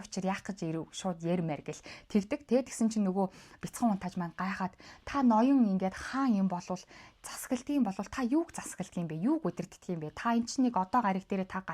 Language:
Mongolian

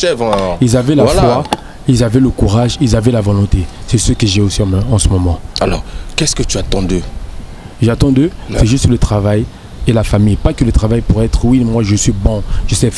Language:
French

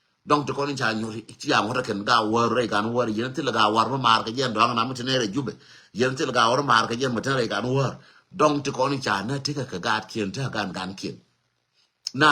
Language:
Nuer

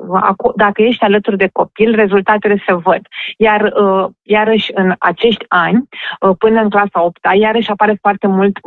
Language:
Romanian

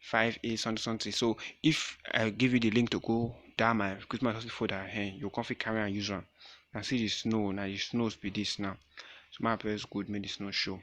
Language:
Nigerian Pidgin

